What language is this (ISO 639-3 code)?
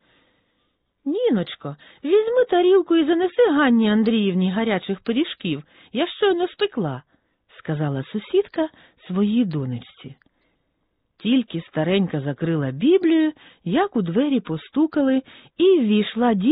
ukr